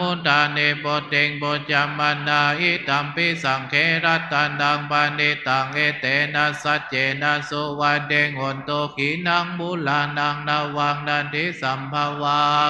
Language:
Pali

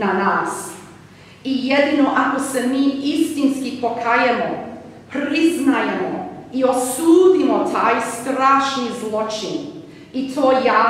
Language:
Serbian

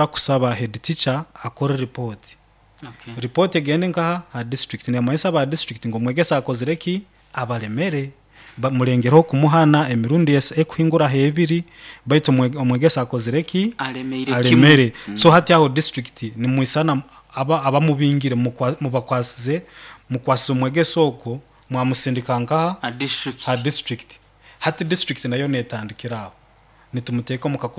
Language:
Nyoro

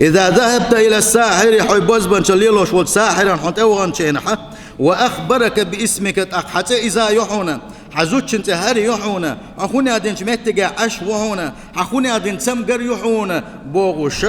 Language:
Chechen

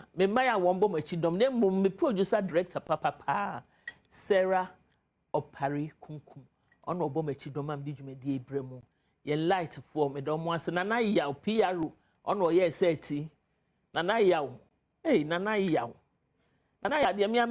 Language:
Akan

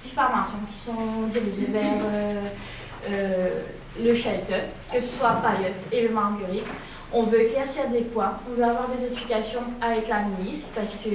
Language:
Morisyen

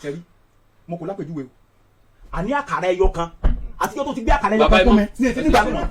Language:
Yoruba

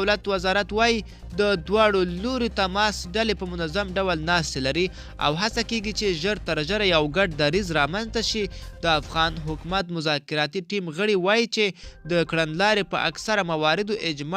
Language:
Pashto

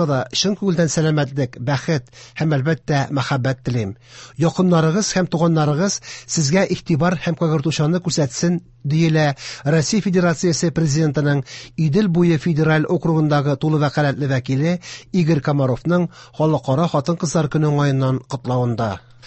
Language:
Tatar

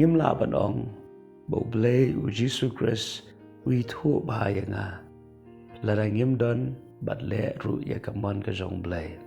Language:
Khasi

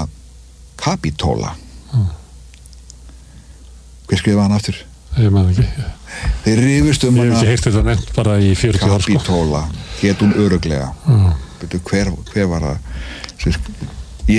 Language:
Icelandic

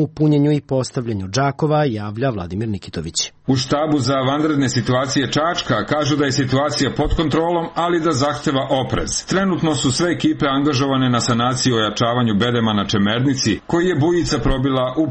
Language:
Serbian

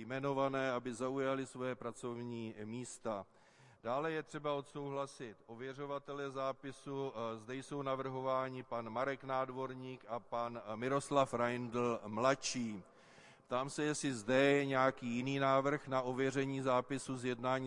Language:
Czech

